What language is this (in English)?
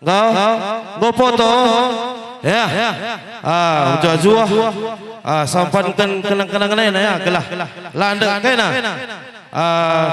Batak Karo